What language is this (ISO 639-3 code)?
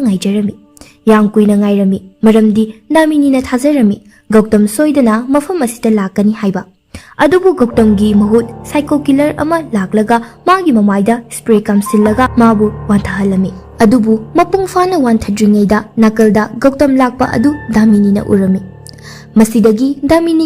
mni